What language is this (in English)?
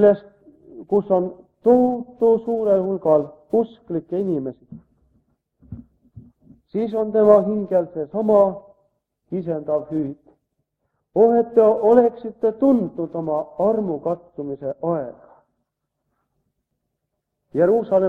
Estonian